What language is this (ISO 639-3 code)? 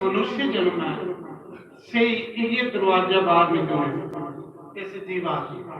doi